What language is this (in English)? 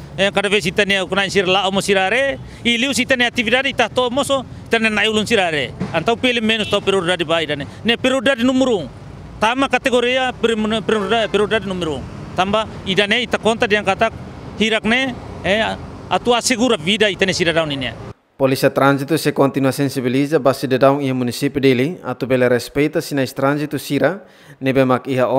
Tetum